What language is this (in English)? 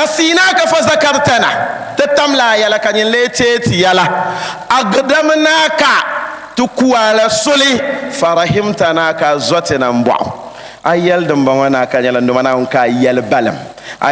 Dagbani